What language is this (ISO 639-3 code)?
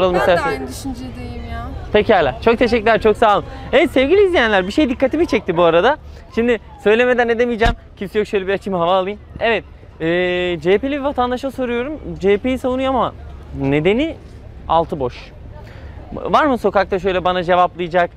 tur